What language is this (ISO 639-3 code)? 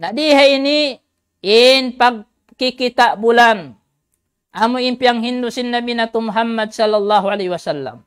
tsg